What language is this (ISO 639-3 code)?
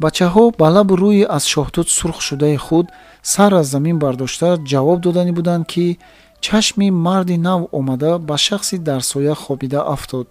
tgk